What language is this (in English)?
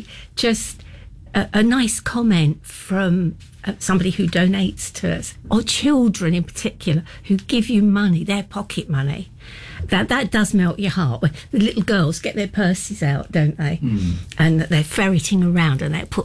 English